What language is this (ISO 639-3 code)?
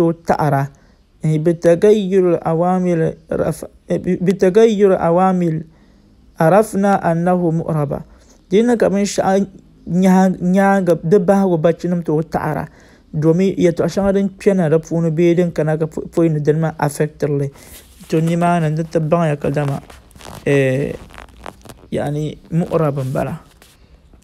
dag